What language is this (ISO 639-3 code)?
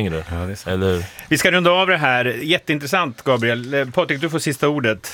swe